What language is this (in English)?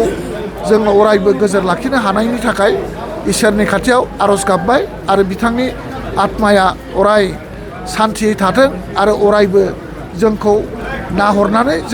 Bodo